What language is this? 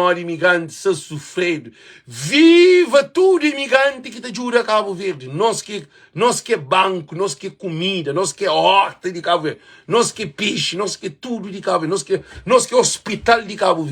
Kabuverdianu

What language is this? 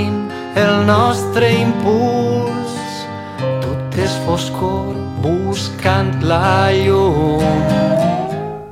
Catalan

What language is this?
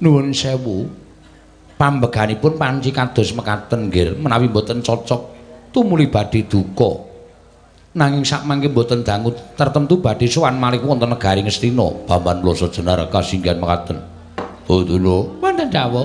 Javanese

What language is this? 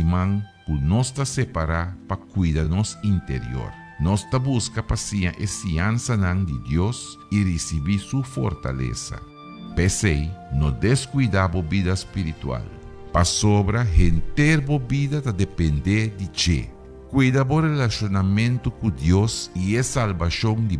Papiamento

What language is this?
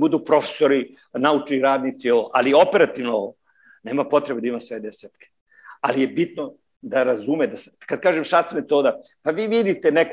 Serbian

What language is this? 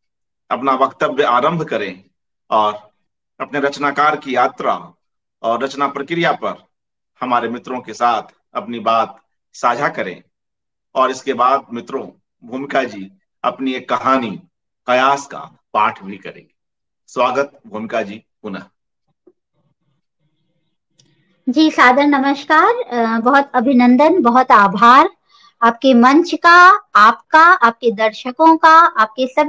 Hindi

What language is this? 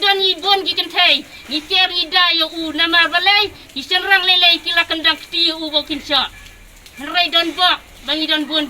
Khasi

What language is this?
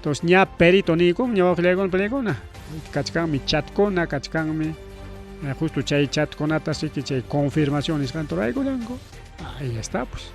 Ayacucho Quechua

